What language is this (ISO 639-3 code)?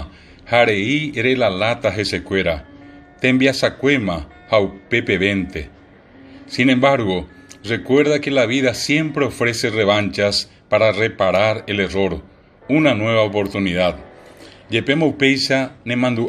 grn